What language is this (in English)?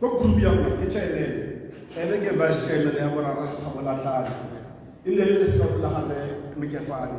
Tswana